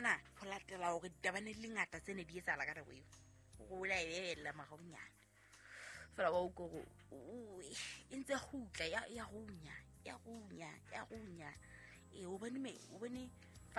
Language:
Southern Sotho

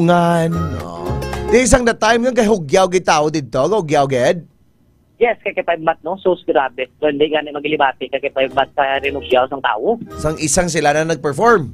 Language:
Hiligaynon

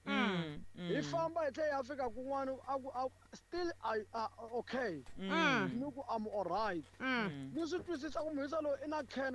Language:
Tsonga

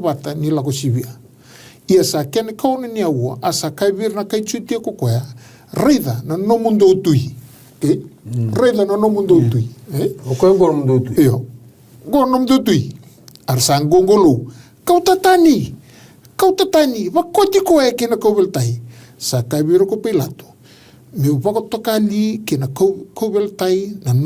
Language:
Fijian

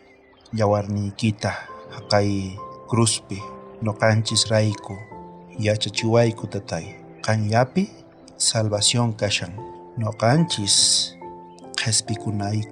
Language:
South Bolivian Quechua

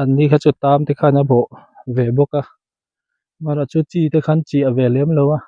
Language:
Mizo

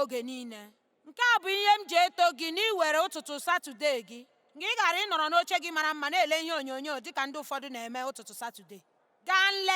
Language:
Igbo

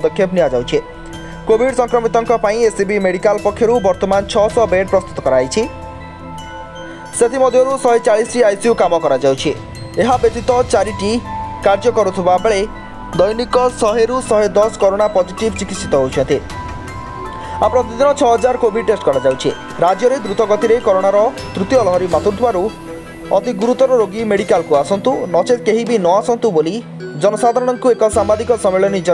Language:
Odia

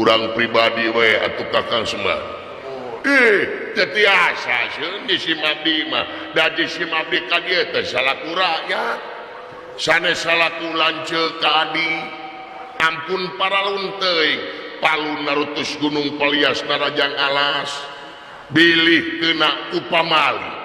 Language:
Sundanese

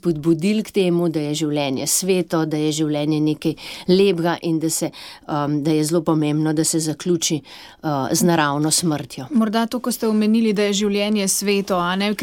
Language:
Slovenian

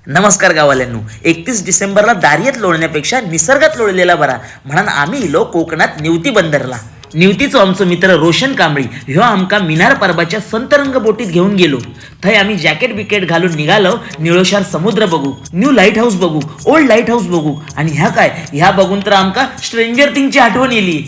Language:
Konkani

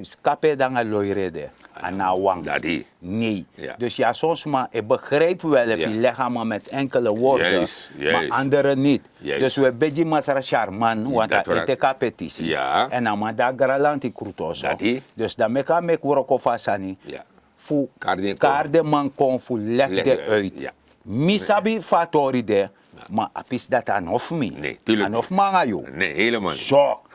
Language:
Sranan Tongo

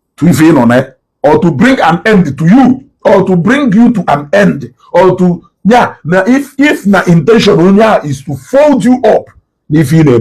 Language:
Igbo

